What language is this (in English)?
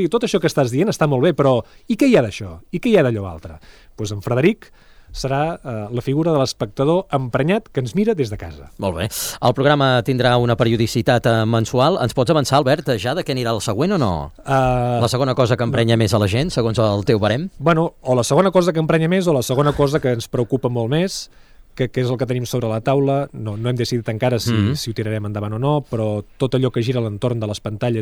Catalan